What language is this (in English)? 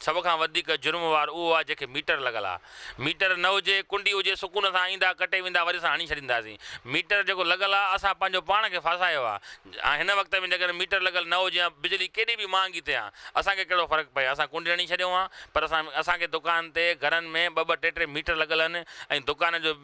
Sindhi